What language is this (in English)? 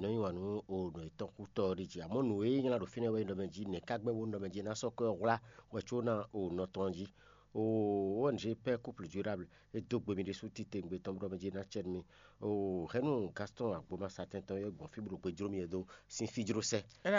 Fon